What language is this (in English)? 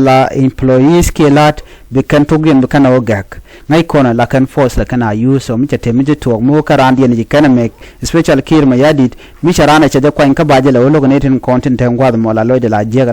Nuer